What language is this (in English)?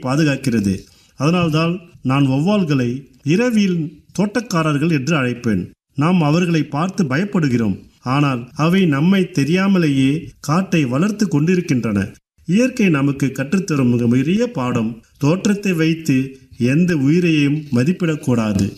Tamil